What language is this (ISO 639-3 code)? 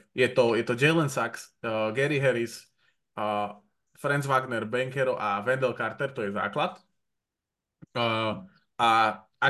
slk